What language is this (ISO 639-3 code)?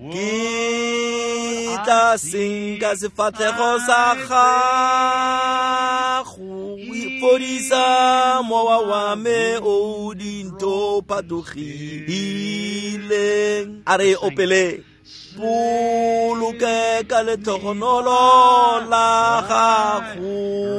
tsn